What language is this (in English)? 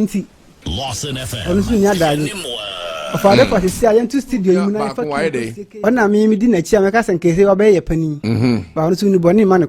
Akan